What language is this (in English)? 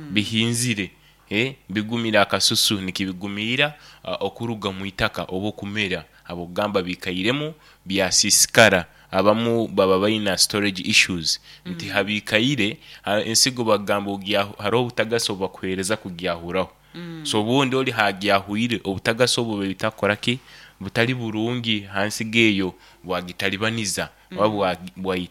Nyoro